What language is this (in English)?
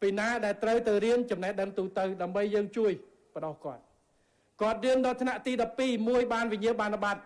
Khmer